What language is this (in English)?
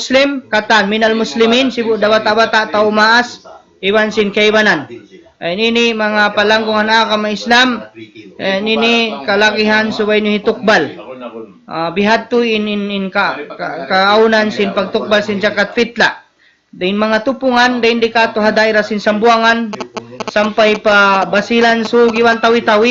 Tausug